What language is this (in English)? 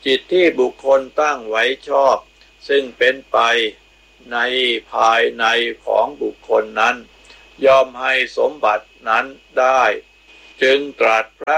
Thai